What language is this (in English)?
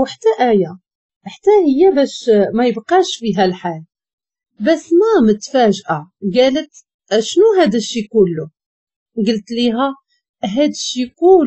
Moroccan Arabic